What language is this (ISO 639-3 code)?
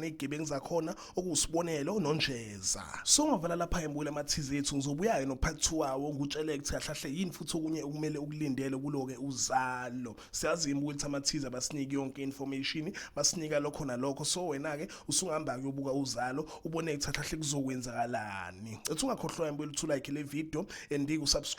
zul